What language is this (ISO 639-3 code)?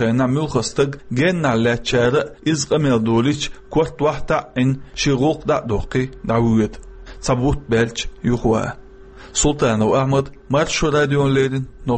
che